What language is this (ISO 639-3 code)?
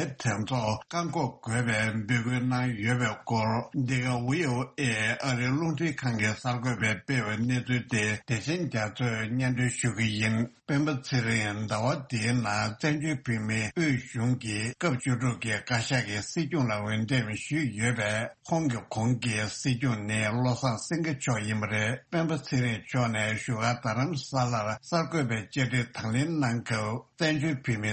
bod